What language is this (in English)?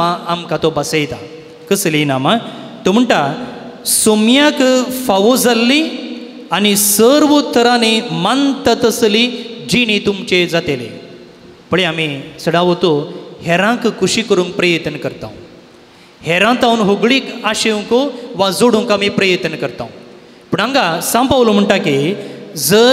Konkani